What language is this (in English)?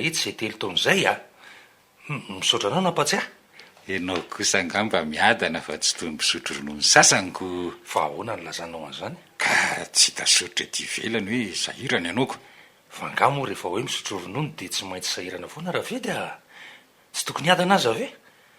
Malagasy